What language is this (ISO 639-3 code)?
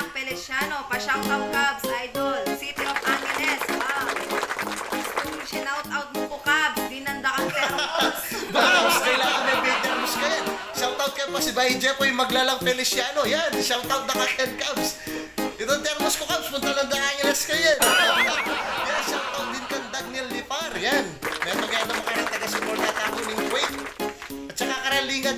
pam